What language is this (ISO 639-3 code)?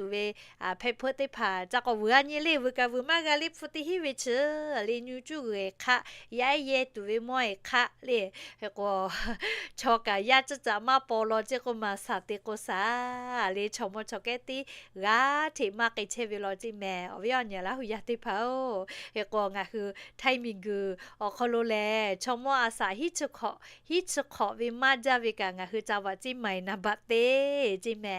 lhu